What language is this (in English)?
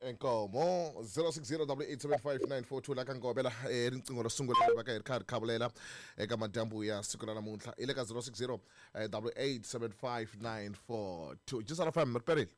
Tsonga